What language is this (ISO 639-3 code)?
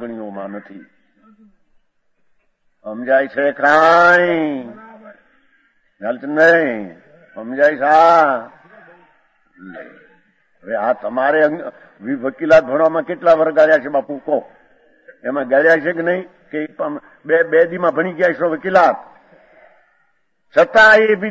guj